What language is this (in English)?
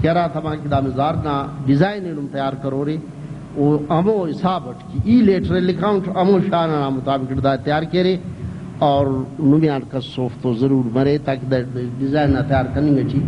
Brahui